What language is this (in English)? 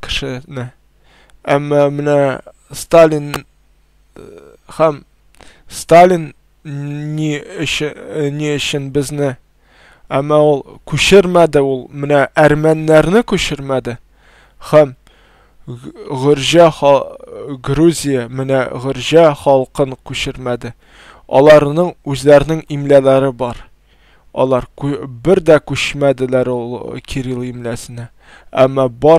Tatar